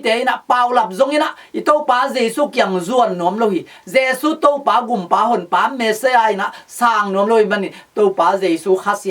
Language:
Tedim Chin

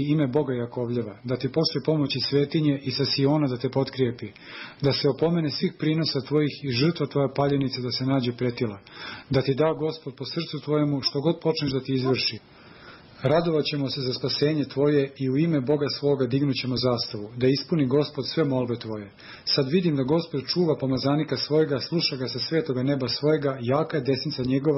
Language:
Serbian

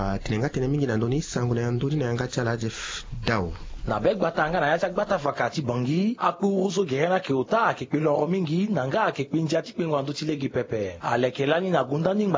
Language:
Sango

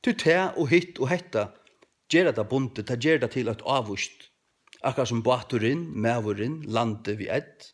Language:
Faroese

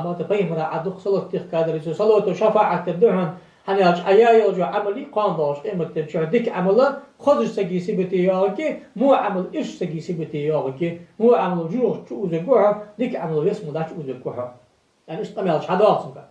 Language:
Ingush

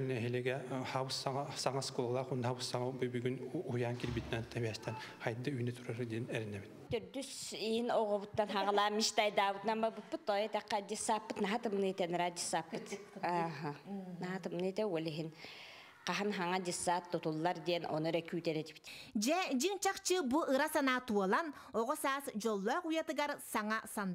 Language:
Yakut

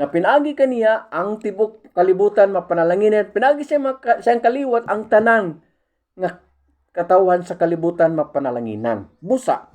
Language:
Cebuano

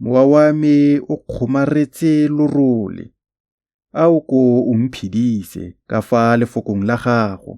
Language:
Tswana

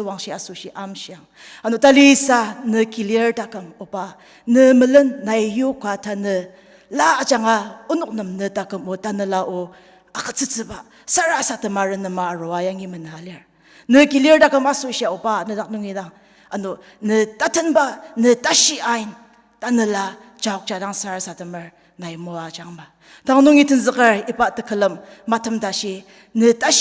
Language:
Ao Naga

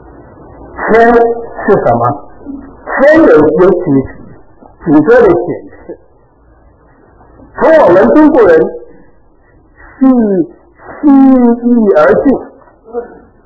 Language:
Chinese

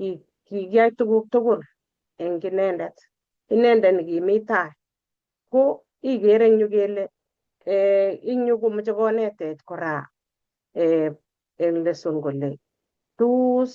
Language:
Kalenjin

